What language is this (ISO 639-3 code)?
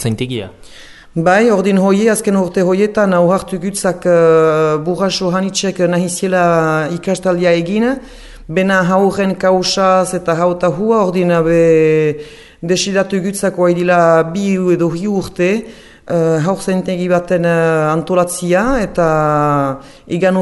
eus